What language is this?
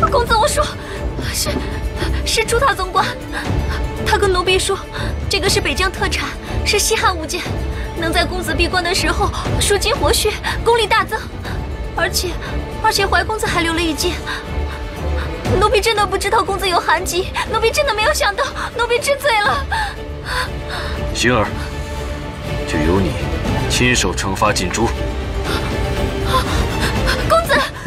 Chinese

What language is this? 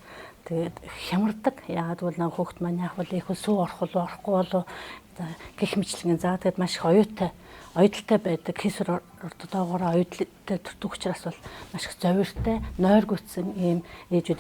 Mongolian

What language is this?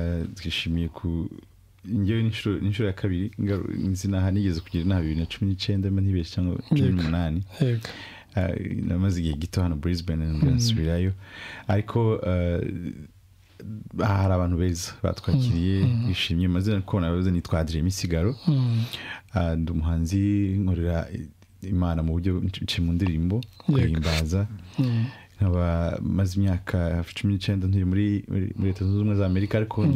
Kinyarwanda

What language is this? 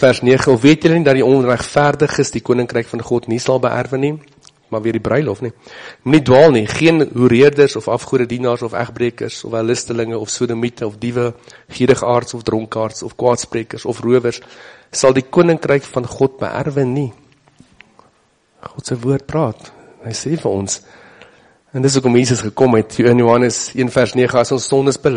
Afrikaans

